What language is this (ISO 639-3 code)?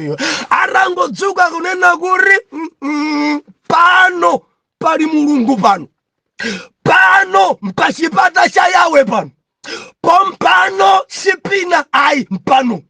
nya